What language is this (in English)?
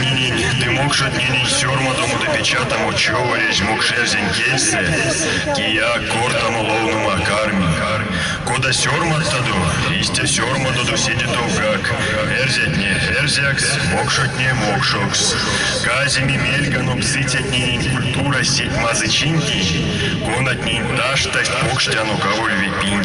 Erzya